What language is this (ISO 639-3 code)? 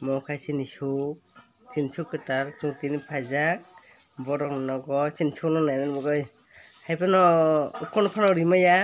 trp